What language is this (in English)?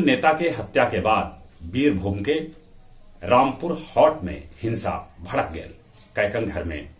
Magahi